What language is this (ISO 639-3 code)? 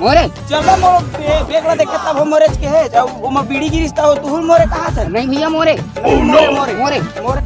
hne